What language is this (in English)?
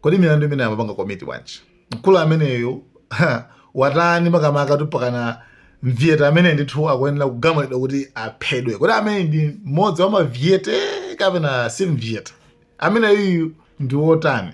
Nyanja